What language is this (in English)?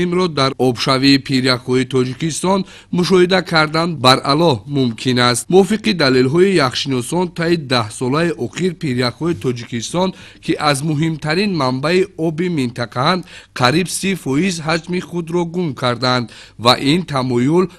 Tajik